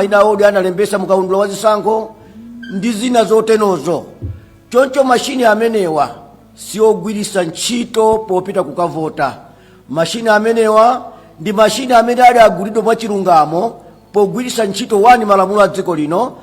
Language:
Nyanja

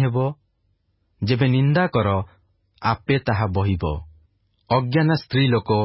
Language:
Odia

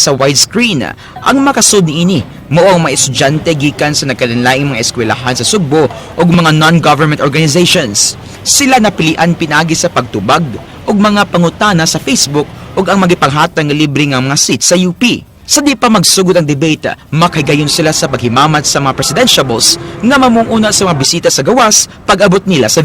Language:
Cebuano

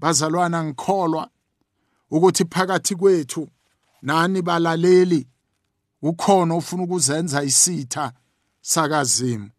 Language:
South Ndebele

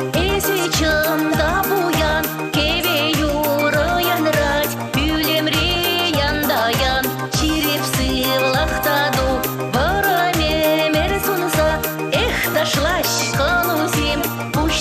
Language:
Chuvash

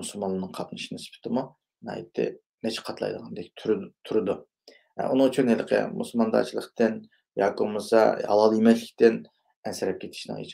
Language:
Uyghur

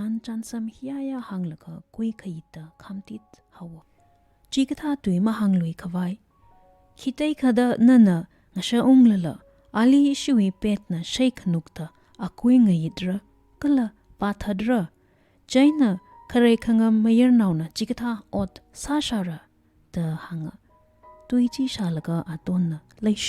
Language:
Tangkhul Naga (India)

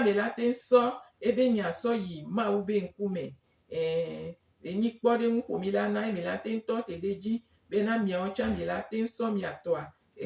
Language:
Gen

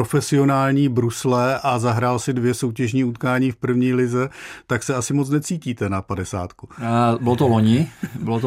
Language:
Czech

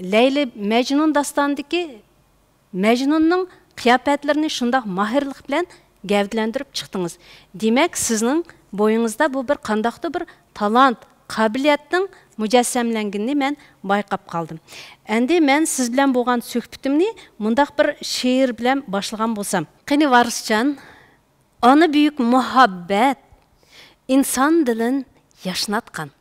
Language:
Uyghur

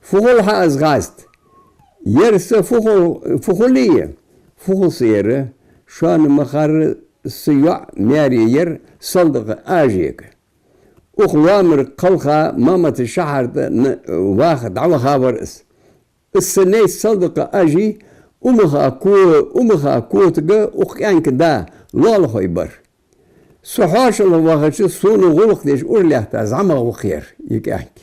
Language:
Ingush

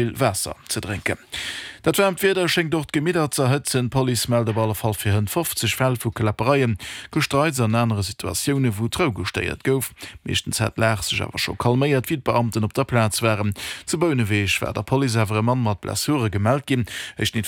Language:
Luxembourgish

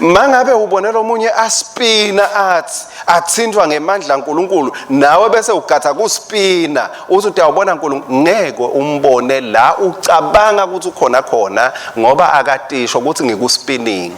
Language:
Swati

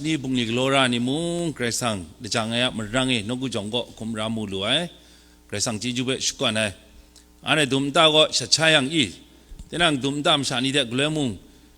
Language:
Kachin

